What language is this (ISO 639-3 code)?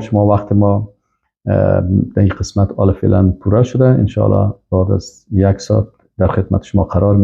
fas